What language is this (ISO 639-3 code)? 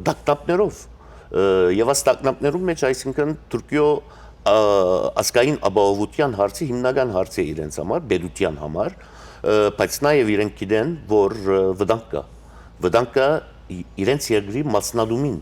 hyw